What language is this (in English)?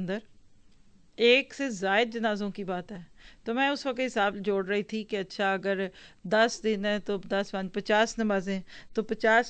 Urdu